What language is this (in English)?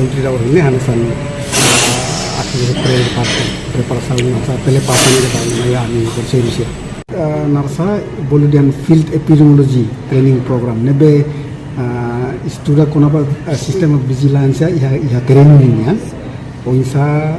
Tetum